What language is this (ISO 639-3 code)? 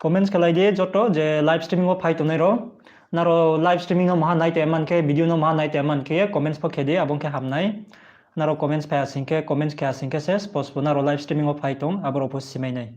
ria